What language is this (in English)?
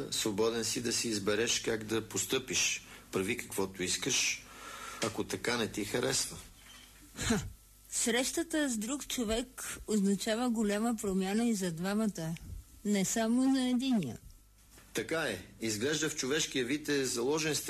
Bulgarian